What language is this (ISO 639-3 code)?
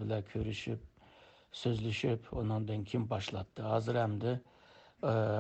uig